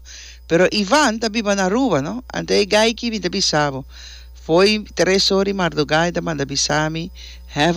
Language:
Papiamento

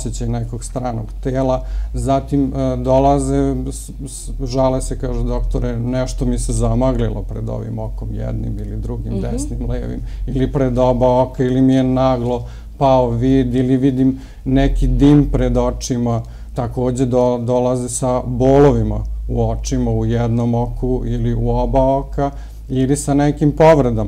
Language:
Serbian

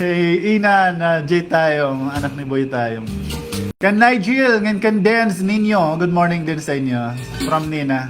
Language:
Waray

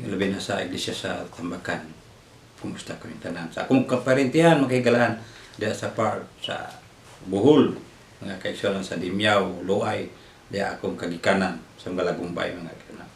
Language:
Cebuano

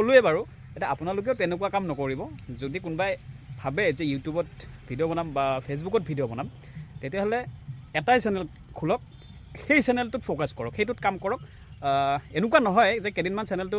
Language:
Assamese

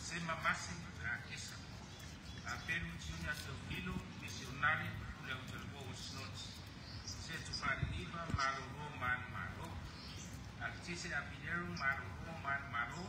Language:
Samoan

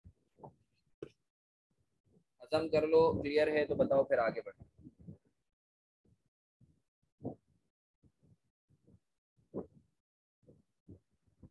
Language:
Hindi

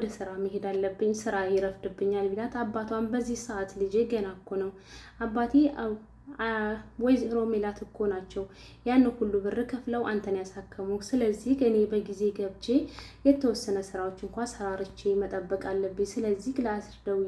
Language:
Amharic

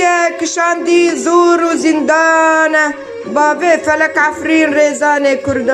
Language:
Kurdish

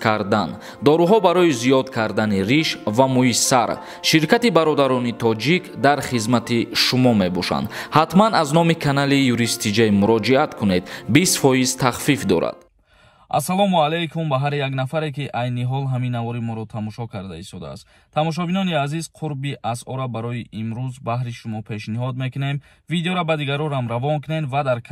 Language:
Tajik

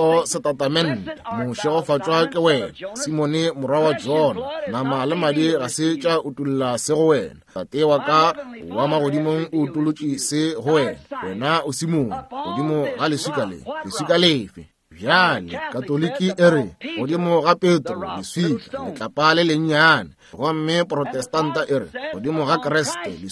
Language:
Northern Sotho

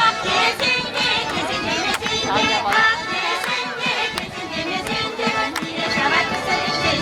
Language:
Chuvash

